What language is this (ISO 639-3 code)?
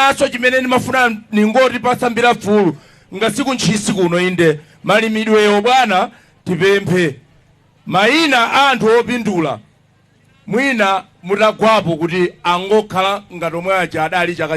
nya